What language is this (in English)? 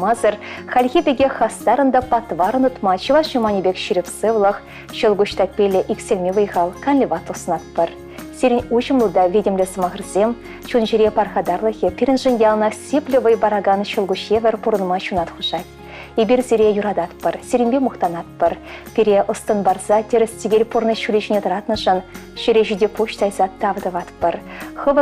Chuvash